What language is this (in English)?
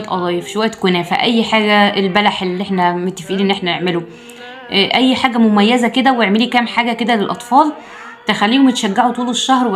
Egyptian Arabic